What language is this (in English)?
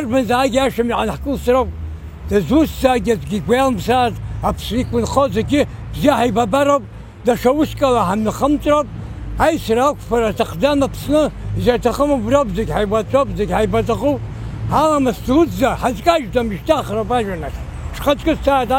Abkhazian